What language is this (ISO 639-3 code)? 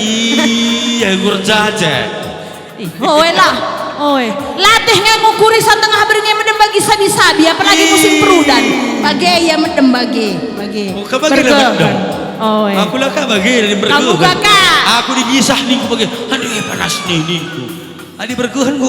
btx